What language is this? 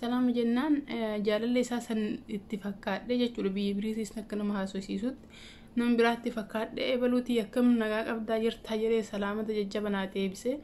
Oromo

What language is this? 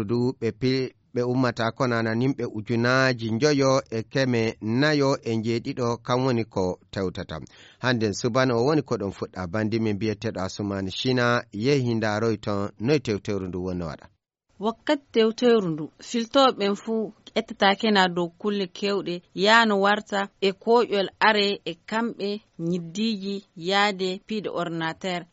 Fula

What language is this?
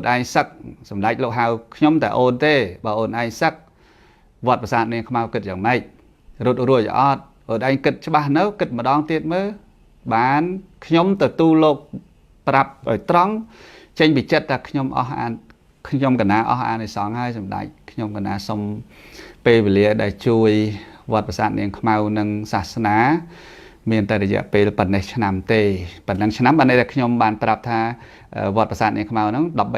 Khmer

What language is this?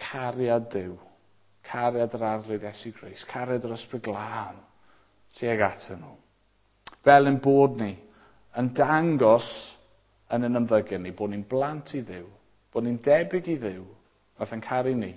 Welsh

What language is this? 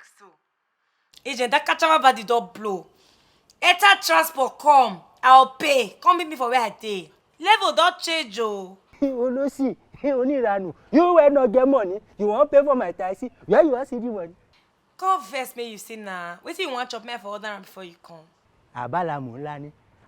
Nigerian Pidgin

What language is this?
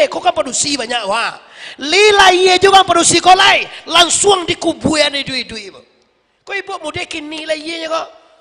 Minangkabau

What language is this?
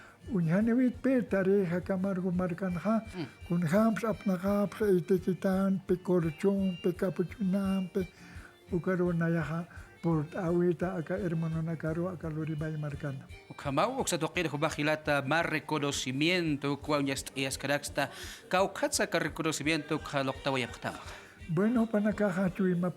Aymara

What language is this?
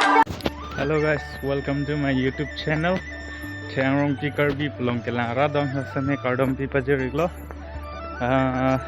Karbi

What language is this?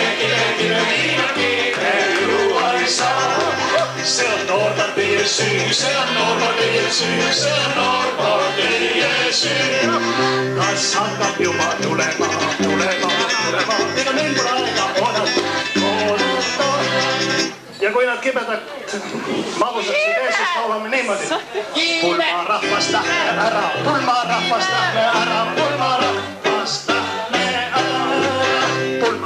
Estonian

